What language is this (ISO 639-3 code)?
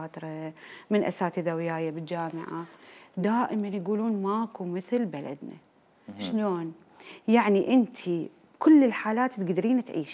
acm